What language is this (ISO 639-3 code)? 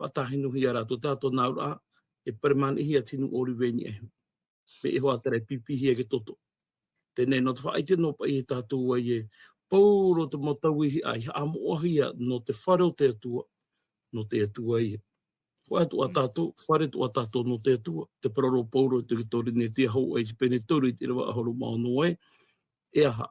tah